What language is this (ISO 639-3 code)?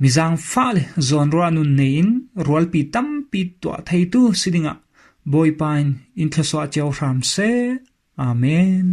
cfm